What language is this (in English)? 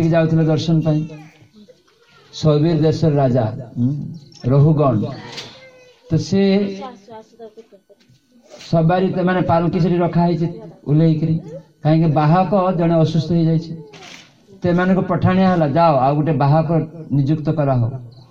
Odia